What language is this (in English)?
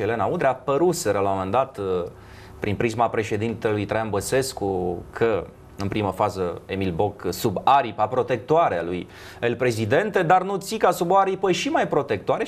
Romanian